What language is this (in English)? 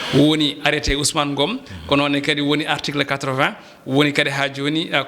Fula